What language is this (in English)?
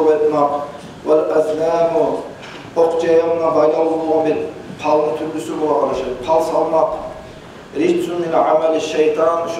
Kumyk